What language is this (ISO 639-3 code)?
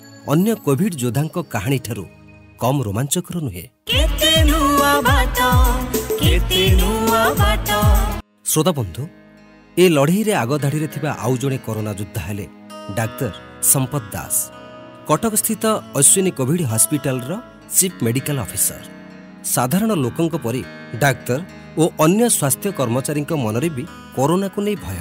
ori